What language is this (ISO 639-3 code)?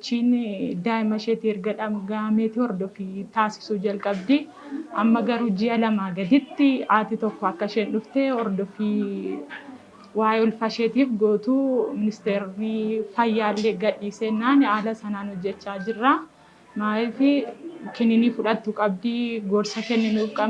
orm